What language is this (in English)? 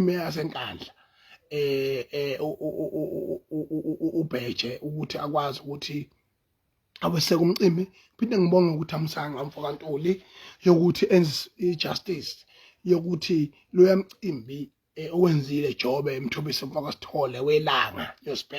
Zulu